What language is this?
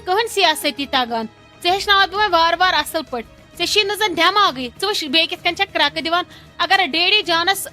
Kashmiri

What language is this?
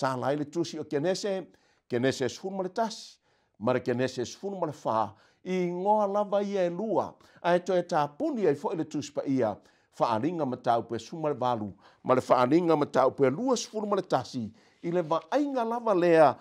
Samoan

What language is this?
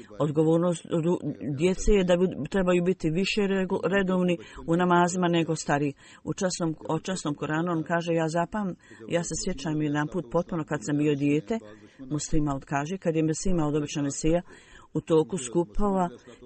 Bosnian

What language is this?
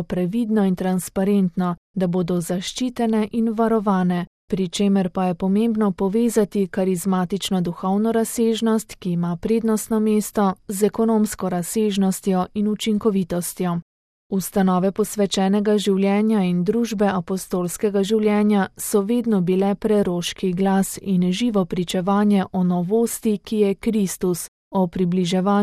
Slovenian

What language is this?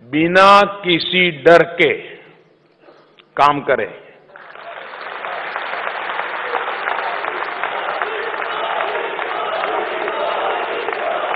Hindi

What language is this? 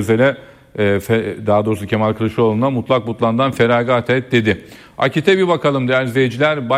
Turkish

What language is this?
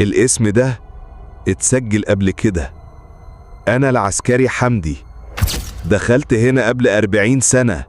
Egyptian Arabic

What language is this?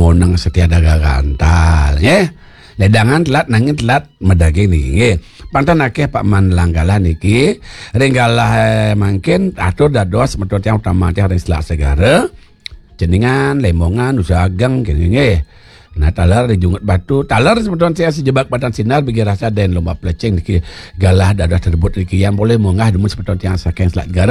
Balinese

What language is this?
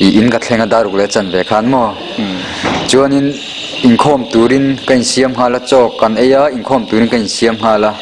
Mizo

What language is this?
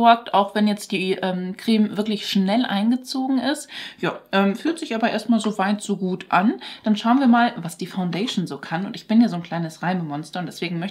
German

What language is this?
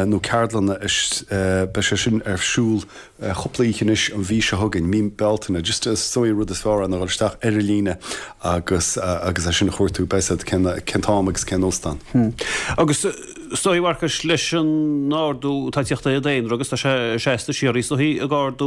Irish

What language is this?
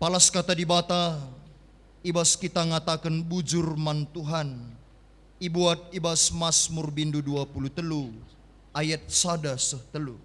Batak Karo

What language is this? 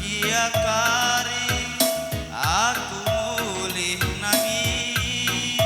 Batak Karo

